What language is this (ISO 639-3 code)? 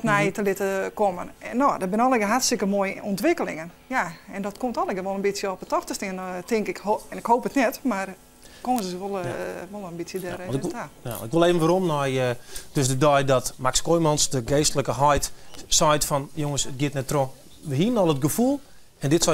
fry